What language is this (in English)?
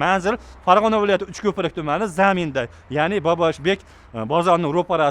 Uzbek